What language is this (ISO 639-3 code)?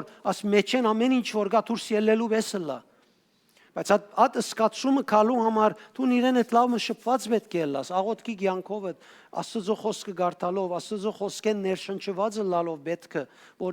hyw